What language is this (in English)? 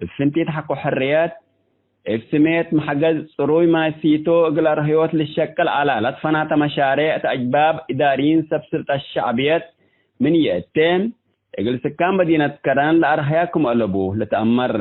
Tigre